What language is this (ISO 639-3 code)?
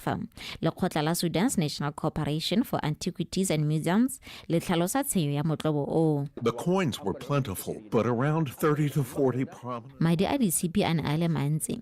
tsn